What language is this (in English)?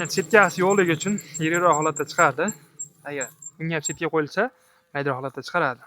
Uzbek